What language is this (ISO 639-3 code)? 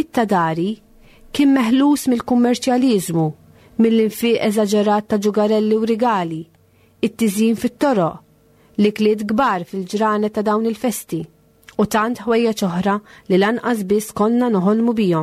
mlt